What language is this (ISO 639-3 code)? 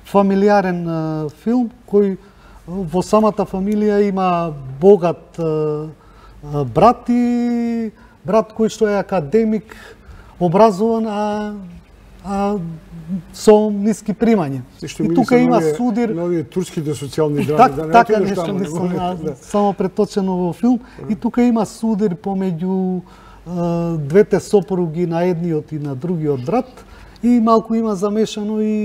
mkd